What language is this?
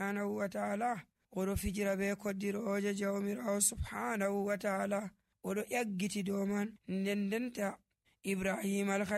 Nigerian Fulfulde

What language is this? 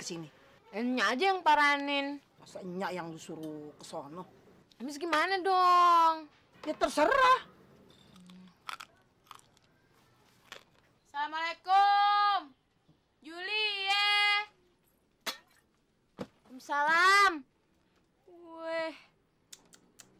Indonesian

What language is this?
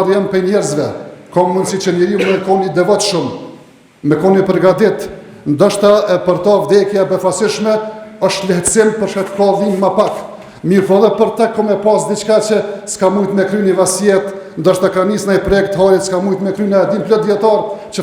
Albanian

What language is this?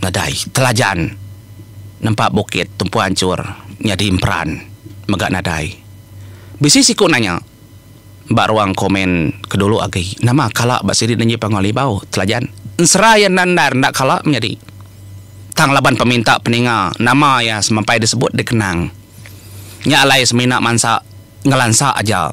Iban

